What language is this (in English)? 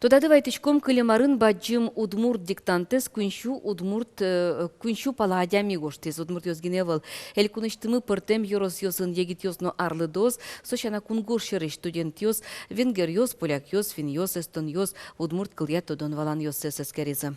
Udmurt